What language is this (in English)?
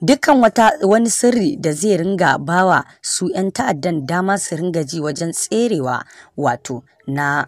Hausa